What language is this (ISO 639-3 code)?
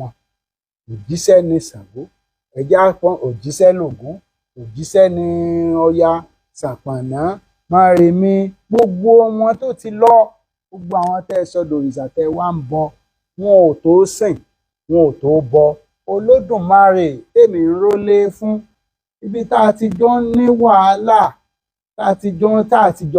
yor